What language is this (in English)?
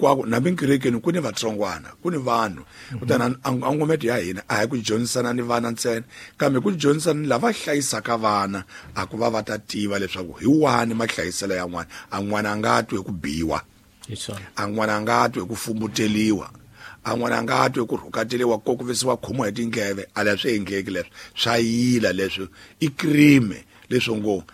Tsonga